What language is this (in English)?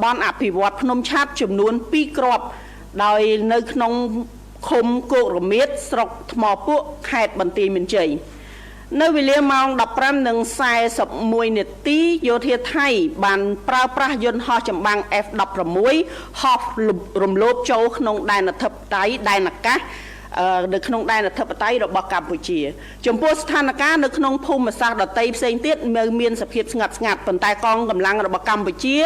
Khmer